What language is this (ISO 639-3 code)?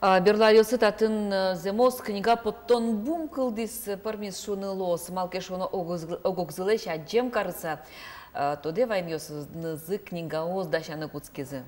udm